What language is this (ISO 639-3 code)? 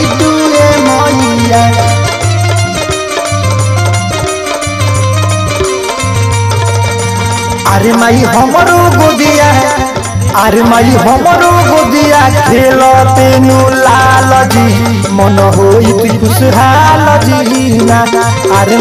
bho